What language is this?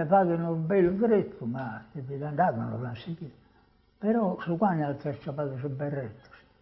Sardinian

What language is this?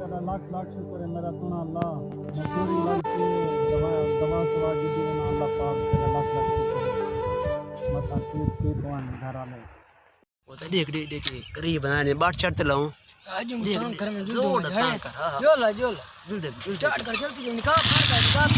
Saraiki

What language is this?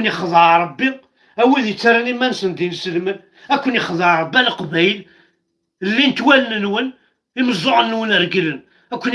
Kabyle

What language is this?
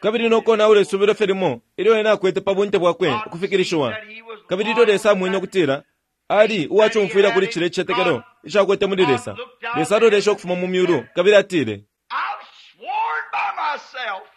Bemba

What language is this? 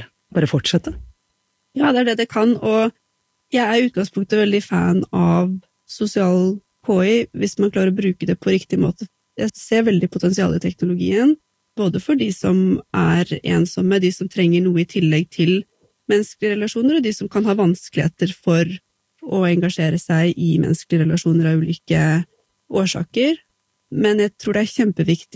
Norwegian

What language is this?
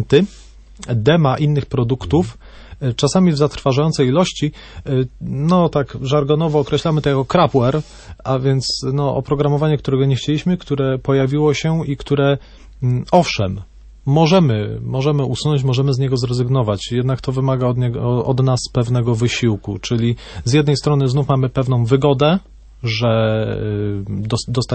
Polish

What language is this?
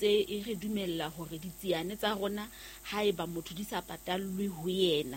Southern Sotho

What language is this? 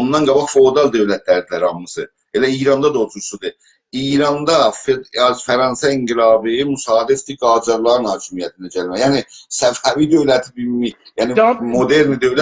South Azerbaijani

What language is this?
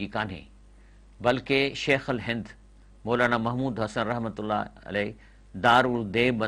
Sindhi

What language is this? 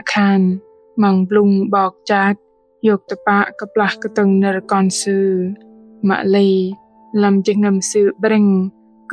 Bahnar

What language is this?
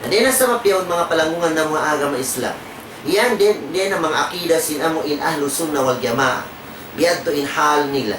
Tausug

